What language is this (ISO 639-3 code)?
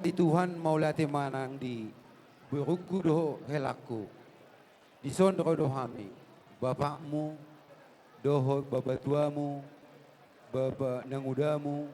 bbc